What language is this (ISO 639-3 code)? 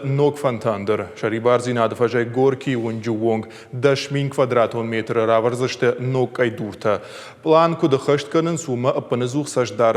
oss